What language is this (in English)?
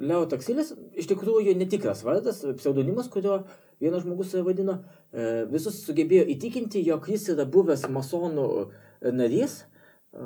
Lithuanian